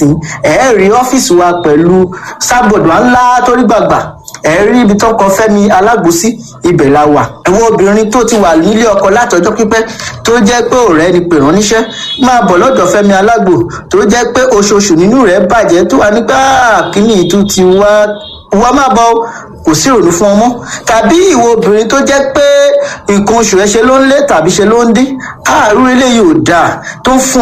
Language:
Yoruba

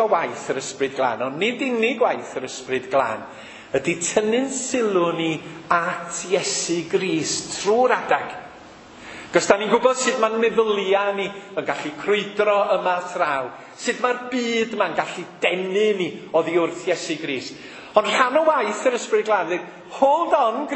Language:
Welsh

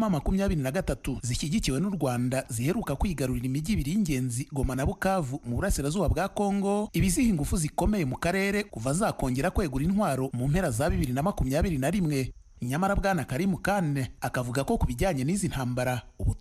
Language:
Kinyarwanda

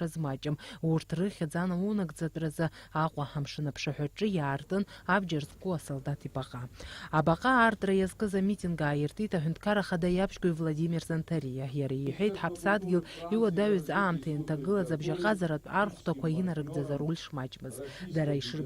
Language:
Abkhazian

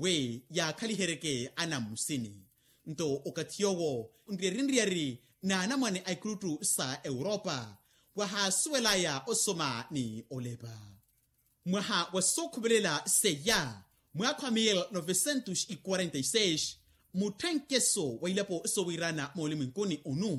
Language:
Makhuwa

